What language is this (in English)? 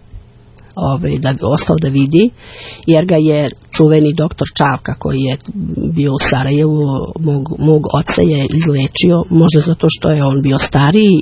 Serbian